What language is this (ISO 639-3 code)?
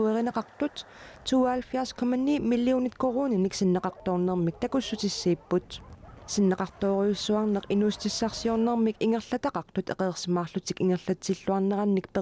kal